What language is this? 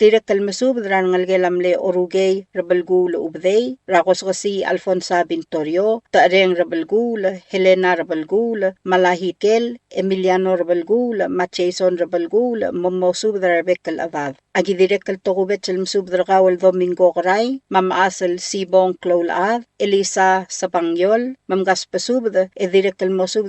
Palauan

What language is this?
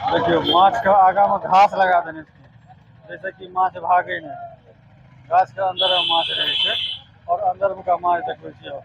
Maithili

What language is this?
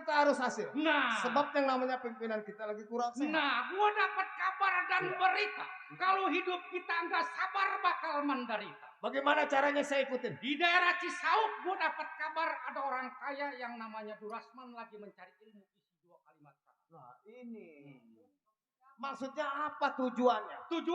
Betawi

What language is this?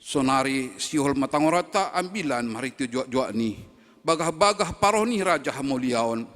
Batak Simalungun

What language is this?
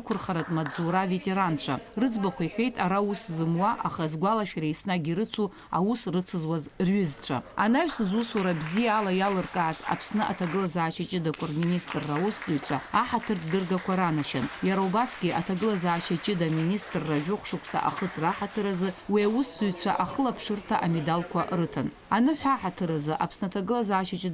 Abkhazian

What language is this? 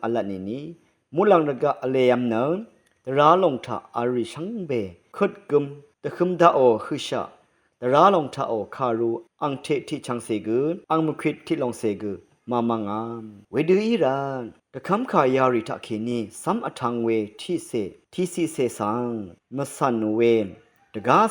Rawang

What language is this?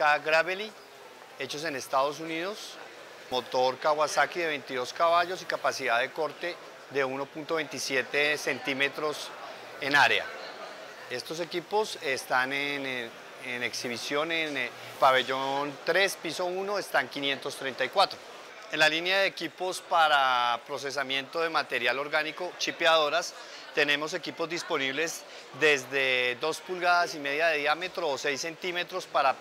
Spanish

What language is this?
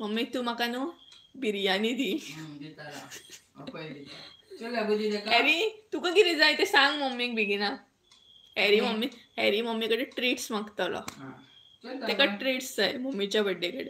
Konkani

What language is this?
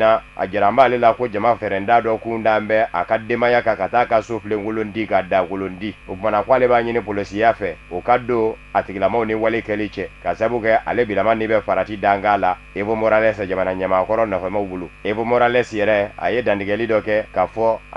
Bambara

